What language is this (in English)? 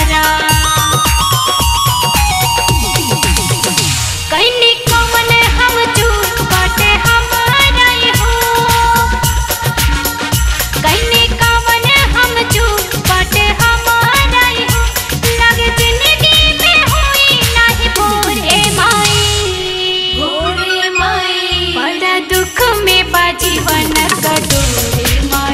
Bhojpuri